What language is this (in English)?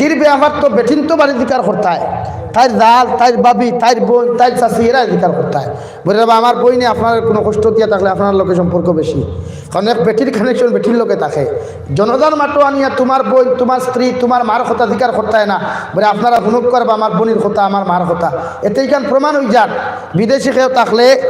Sylheti